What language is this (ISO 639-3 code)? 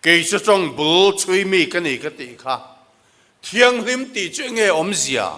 lus